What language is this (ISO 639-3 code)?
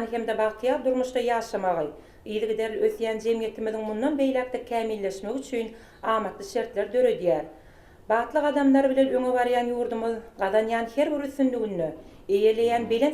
tuk